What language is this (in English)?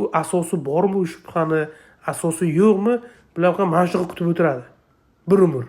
Uzbek